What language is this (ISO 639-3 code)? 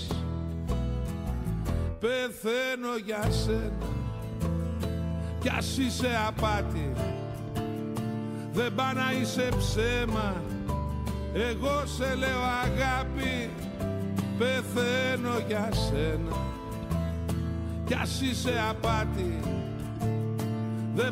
ell